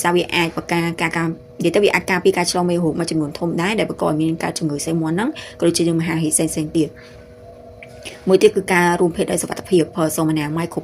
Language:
Khmer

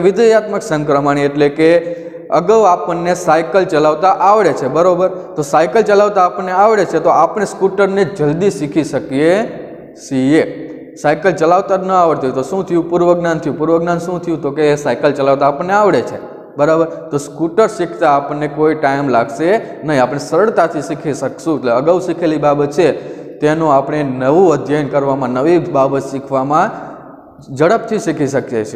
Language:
Gujarati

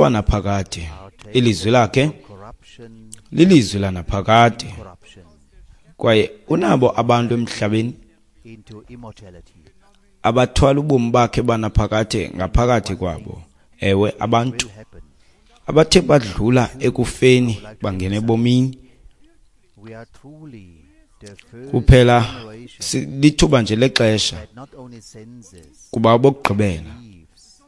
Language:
Xhosa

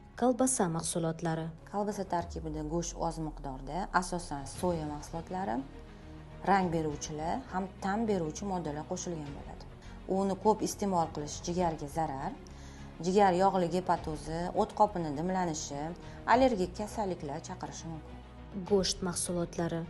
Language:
Uzbek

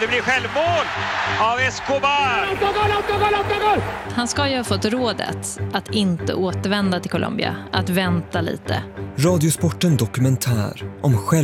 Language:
Swedish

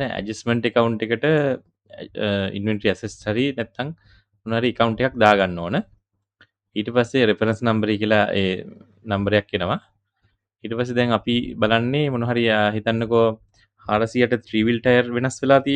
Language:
Sinhala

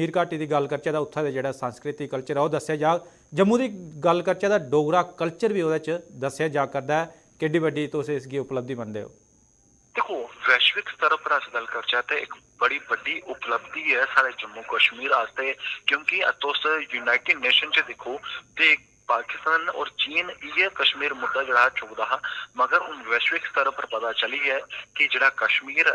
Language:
Dogri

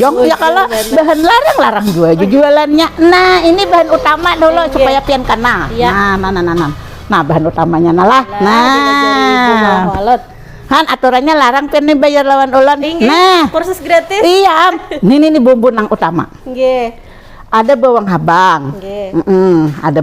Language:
Banjar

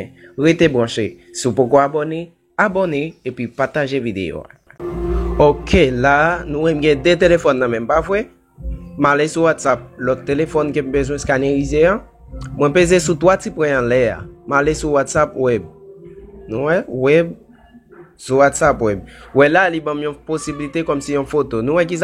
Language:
Haitian Creole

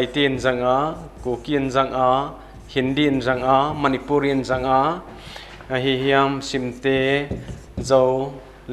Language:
Paite Chin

